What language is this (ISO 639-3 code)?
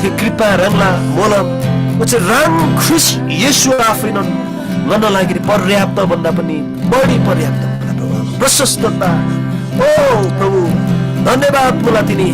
taj